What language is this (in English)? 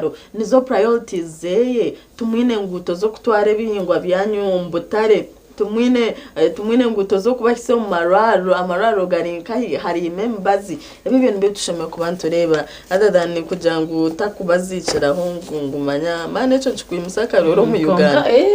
Nyankole